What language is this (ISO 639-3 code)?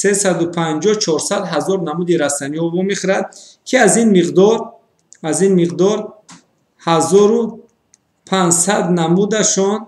tgk